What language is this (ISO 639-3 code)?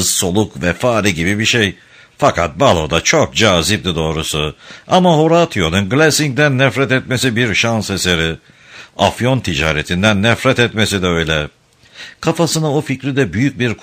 tur